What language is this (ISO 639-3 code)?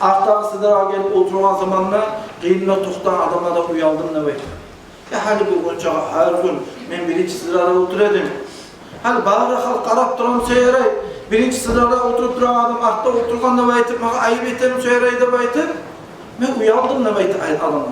kum